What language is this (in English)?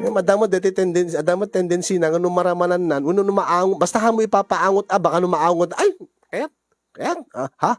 Iloko